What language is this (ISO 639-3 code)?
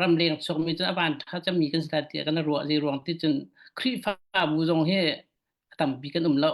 cfm